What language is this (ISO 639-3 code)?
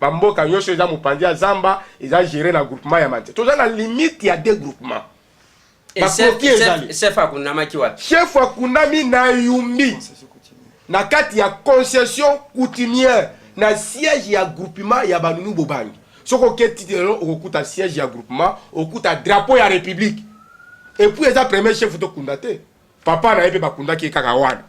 lin